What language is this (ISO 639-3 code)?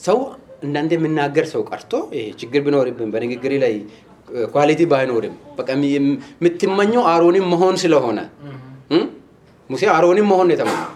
amh